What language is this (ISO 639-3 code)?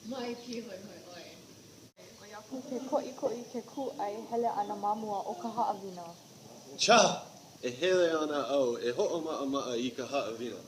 haw